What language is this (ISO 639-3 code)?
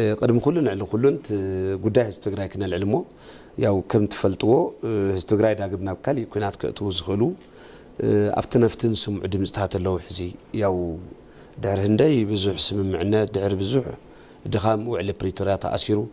tir